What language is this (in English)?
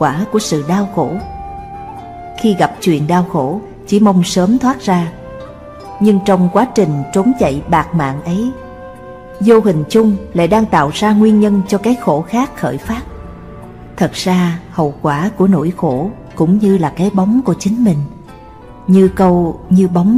Vietnamese